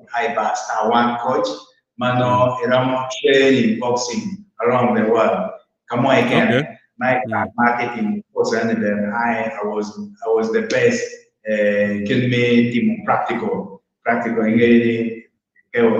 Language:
Acoli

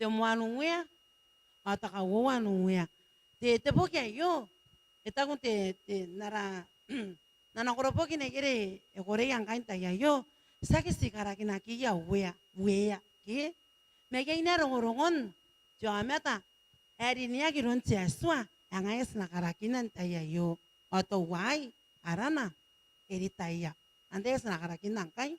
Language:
Gilbertese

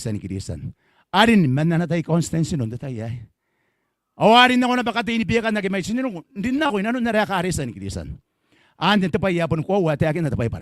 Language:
Gilbertese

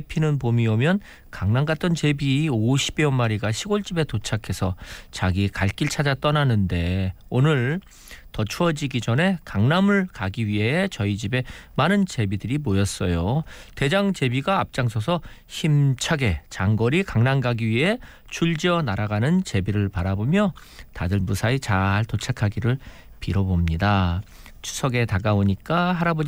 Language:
Korean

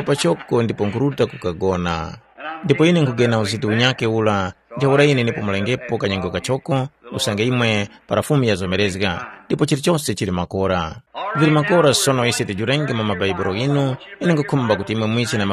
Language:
Tumbuka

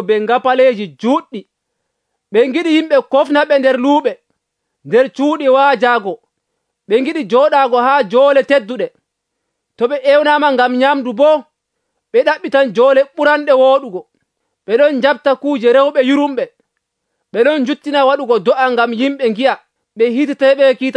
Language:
Nigerian Fulfulde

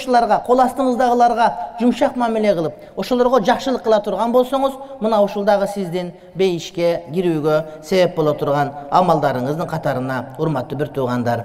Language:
Kyrgyz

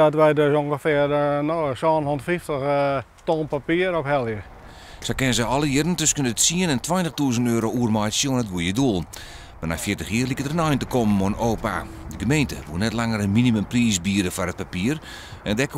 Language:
Western Frisian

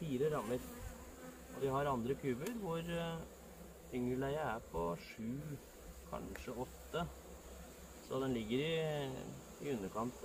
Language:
Norwegian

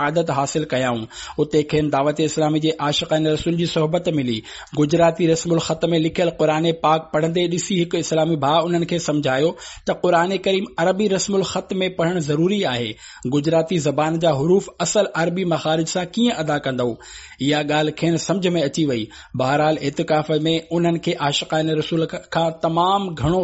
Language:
Sindhi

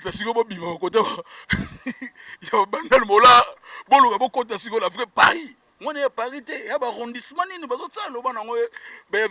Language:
Lingala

